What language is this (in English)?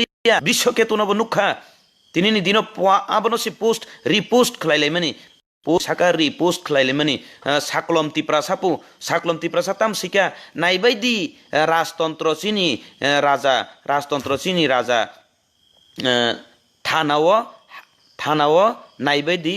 Kok Borok